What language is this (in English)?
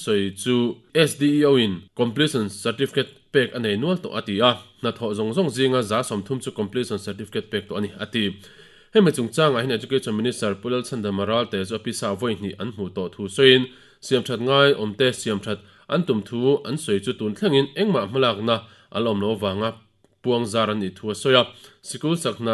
Mizo